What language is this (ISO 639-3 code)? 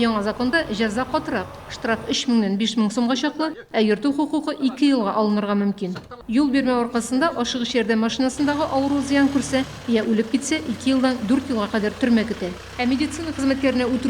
tat